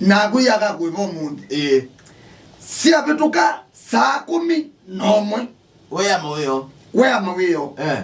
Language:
Kamba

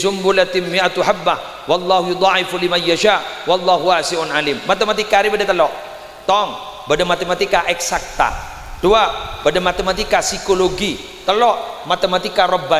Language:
Madurese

